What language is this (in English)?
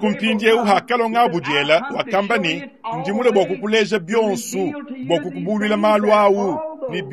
Luba-Lulua